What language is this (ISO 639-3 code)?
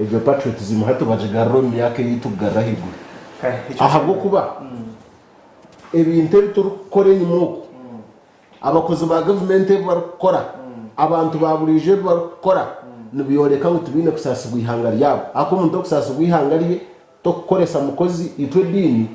nyn